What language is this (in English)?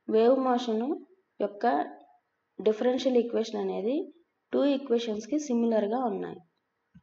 Telugu